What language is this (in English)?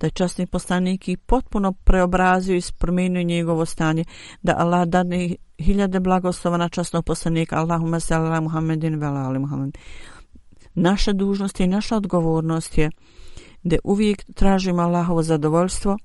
Bosnian